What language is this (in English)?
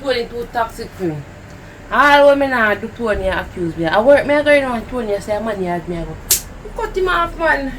Jamaican Creole English